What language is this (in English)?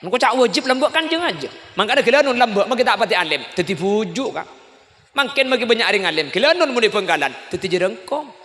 Madurese